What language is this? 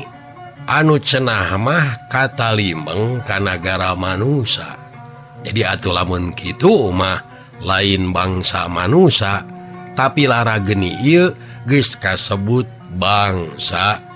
Sundanese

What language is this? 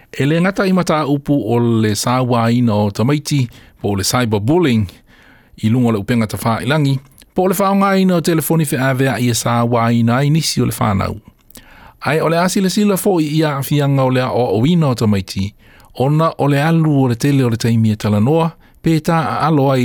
Samoan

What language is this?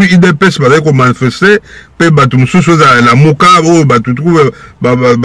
Lingala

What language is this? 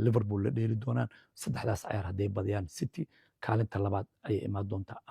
Somali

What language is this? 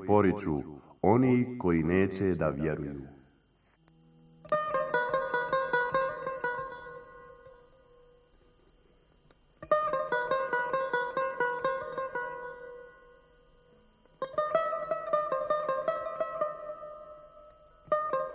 Bosnian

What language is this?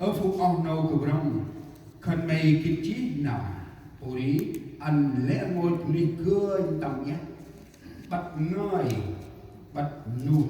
Central Mnong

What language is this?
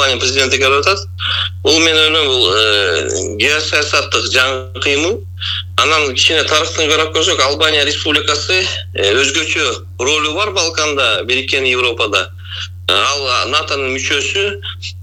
Kyrgyz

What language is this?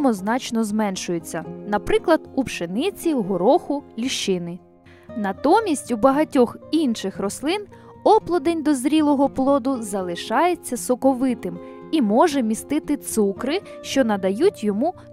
Ukrainian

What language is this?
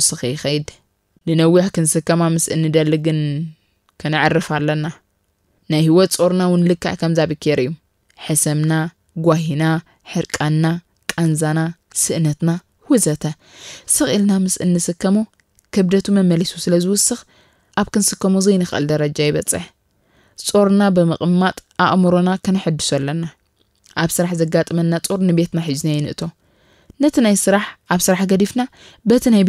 Tigrinya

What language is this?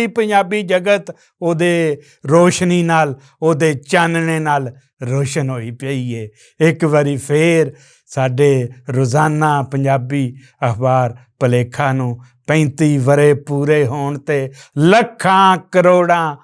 Western Panjabi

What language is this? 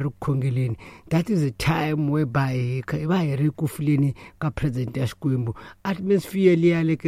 Tsonga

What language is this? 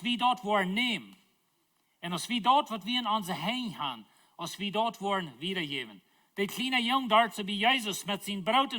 Plautdietsch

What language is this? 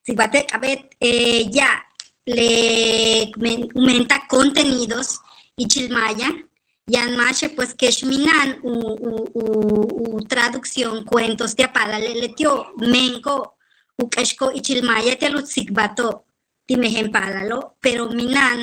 Yucateco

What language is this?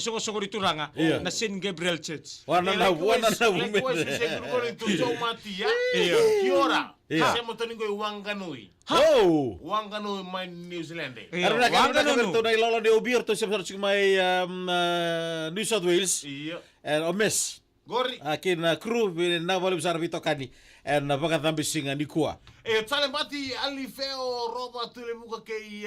Fijian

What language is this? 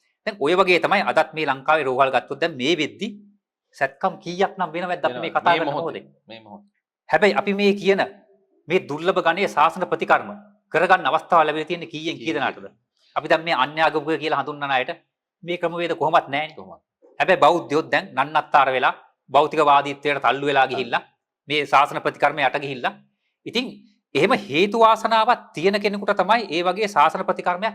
Sinhala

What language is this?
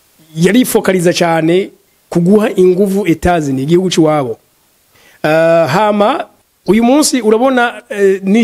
Rundi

